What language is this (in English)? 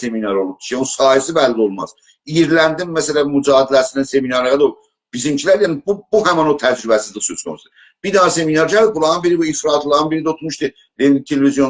South Azerbaijani